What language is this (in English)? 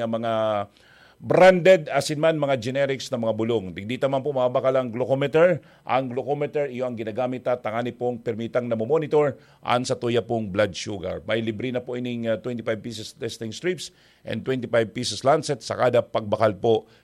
Bikol